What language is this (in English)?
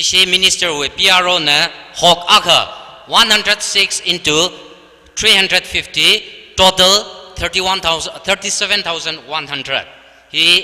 Tangkhul Naga (India)